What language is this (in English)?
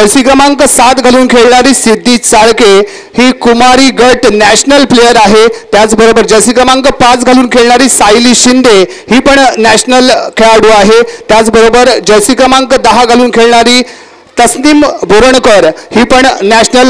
Marathi